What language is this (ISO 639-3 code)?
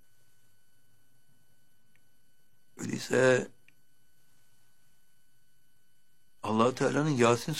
tur